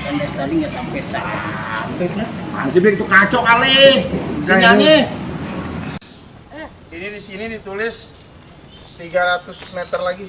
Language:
Betawi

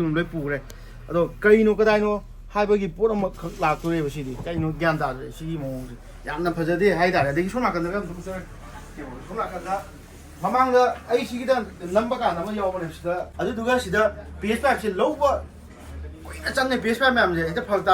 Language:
Manipuri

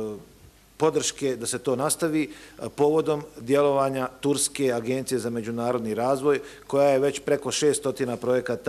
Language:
Bosnian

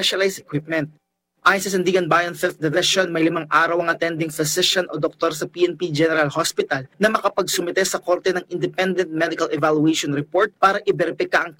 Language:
Filipino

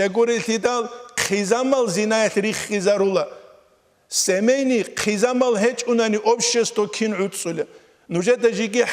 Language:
Avaric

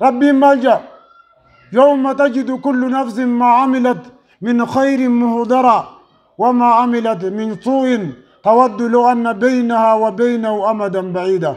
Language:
Oromo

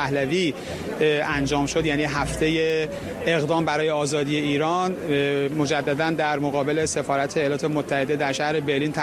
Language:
Persian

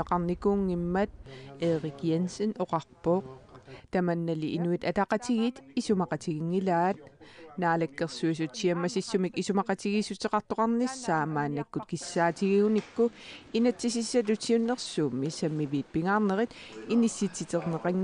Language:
Kalaallisut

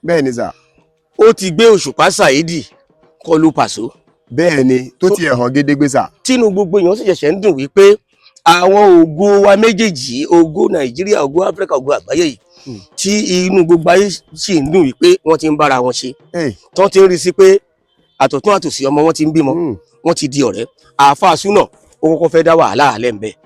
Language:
Yoruba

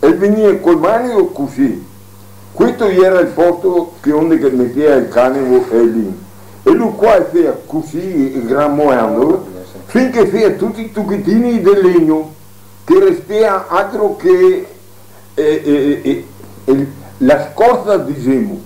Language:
Venetian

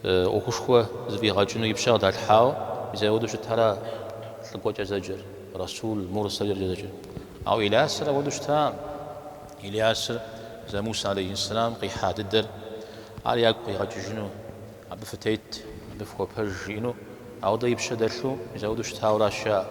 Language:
Kabardian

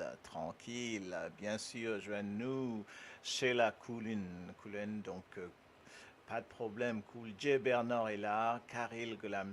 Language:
Morisyen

